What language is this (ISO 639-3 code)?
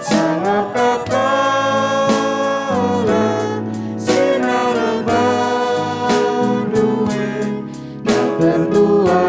btx